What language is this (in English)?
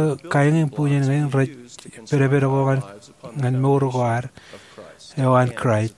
Marshallese